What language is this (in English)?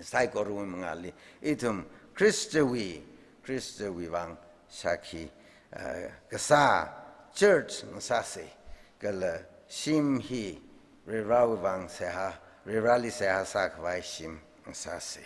Tangkhul Naga (India)